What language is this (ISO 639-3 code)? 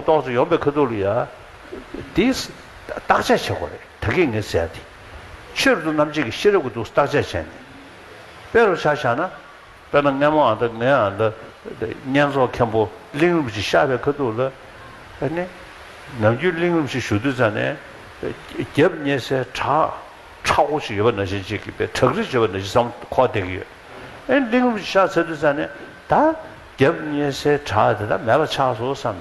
bod